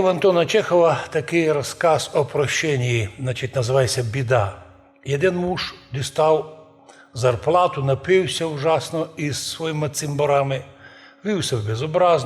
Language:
Rusyn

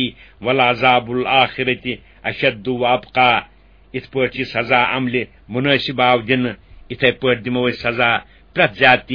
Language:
Kashmiri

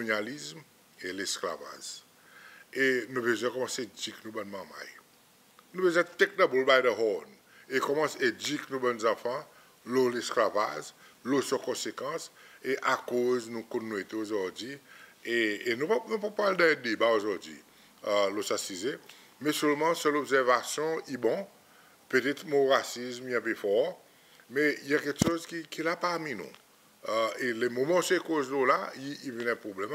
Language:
Seselwa Creole French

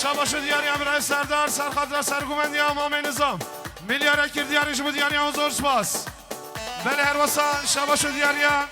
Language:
Kurdish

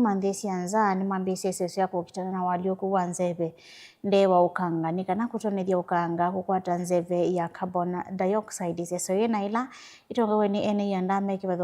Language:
Kamba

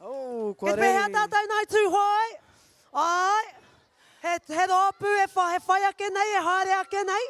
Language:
Māori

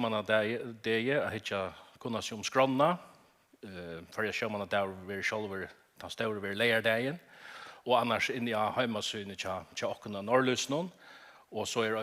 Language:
Faroese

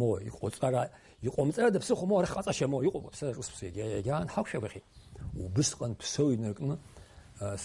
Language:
Abkhazian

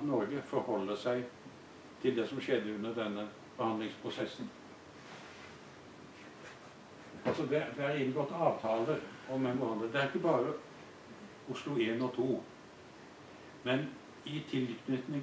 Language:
Norwegian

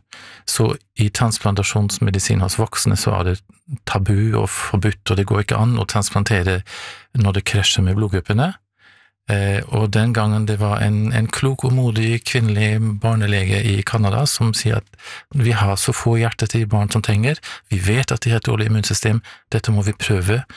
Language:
Norwegian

